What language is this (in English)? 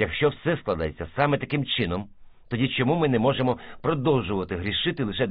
Ukrainian